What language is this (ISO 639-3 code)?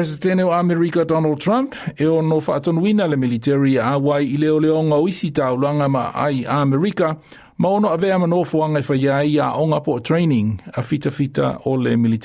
smo